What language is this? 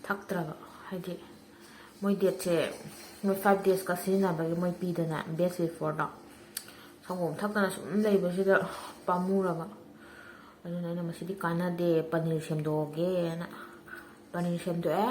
Manipuri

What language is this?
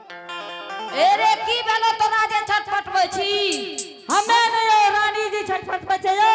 Angika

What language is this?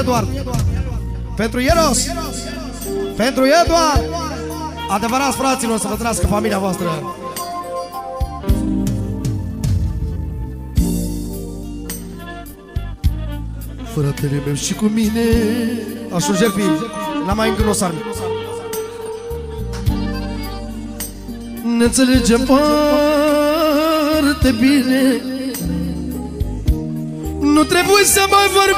Romanian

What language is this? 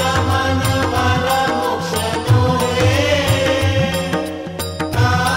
Marathi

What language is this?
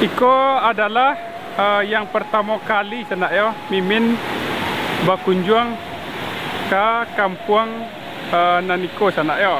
Minangkabau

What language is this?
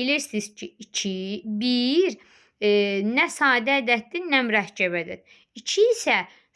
Azerbaijani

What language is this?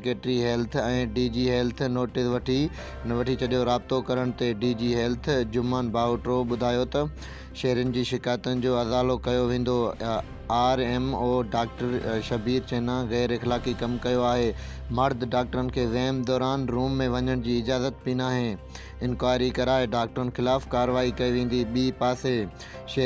Sindhi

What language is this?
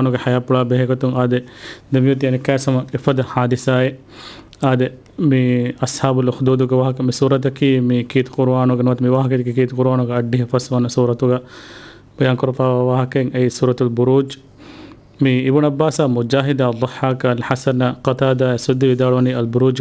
Divehi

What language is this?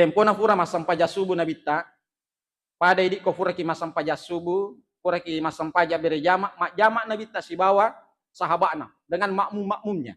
Buginese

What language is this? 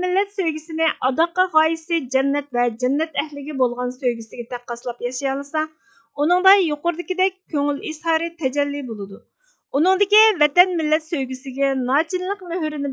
Uyghur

